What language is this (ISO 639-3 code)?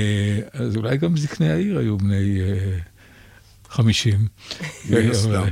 heb